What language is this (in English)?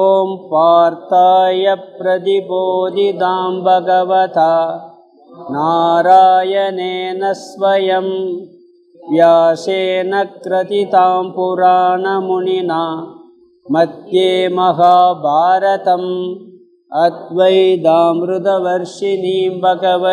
Tamil